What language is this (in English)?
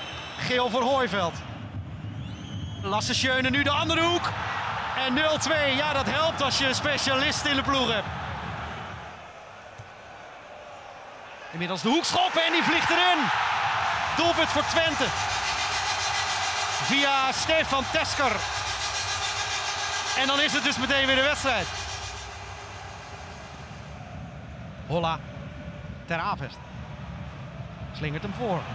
Dutch